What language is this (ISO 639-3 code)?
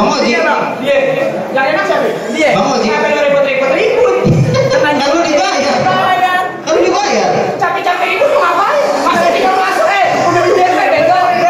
bew